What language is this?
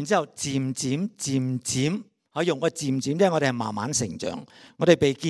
Cantonese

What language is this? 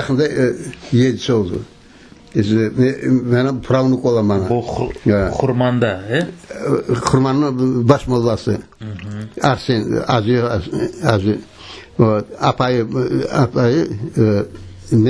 Crimean Tatar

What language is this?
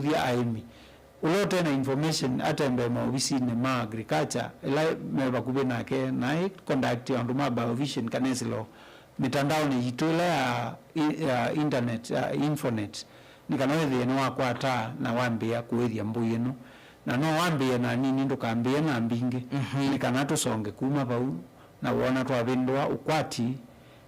Kamba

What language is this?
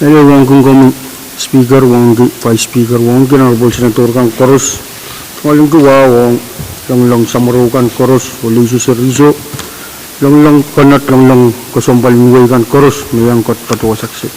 Pohnpeian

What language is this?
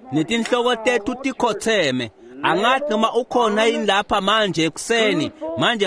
Swati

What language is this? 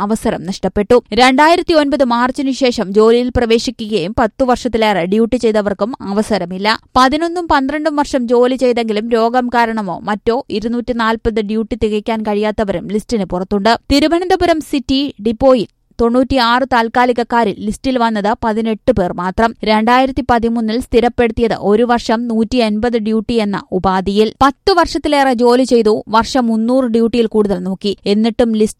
Malayalam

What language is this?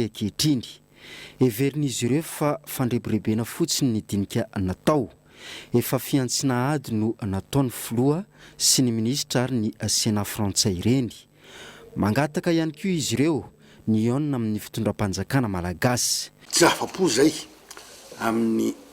Malagasy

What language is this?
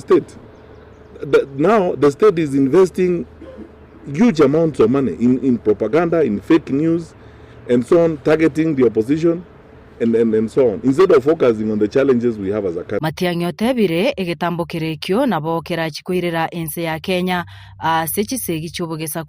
Gusii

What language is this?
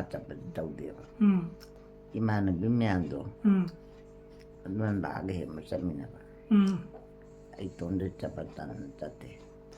Manipuri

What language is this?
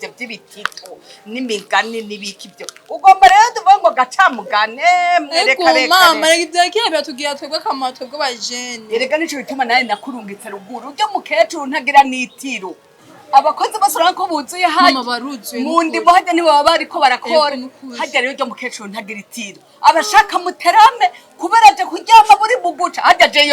Rundi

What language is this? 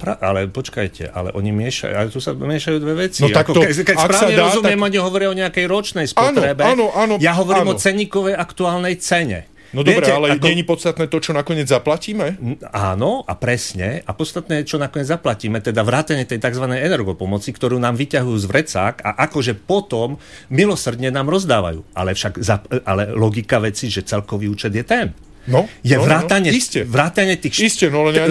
Slovak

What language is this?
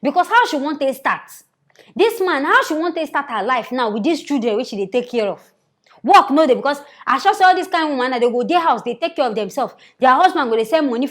Nigerian Pidgin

